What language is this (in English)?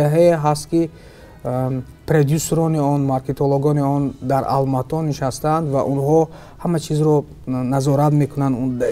Tajik